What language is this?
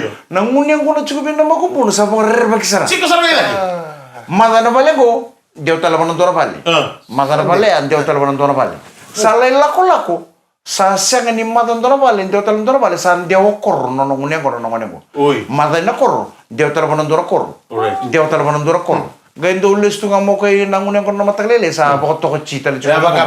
Fijian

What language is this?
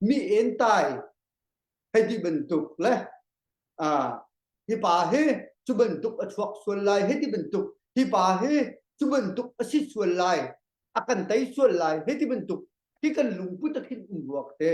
Hakha Chin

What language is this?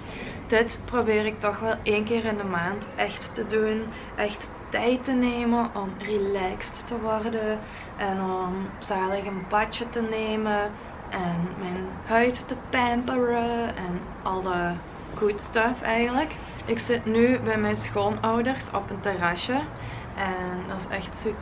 Dutch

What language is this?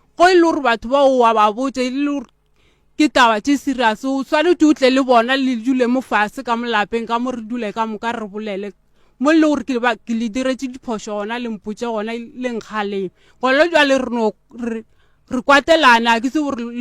Northern Sotho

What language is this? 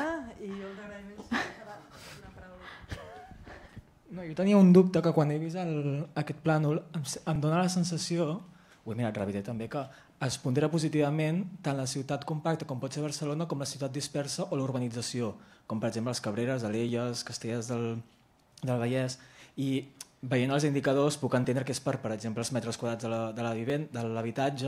Catalan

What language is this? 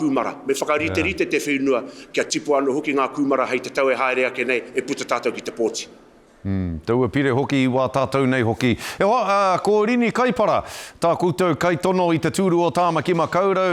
Māori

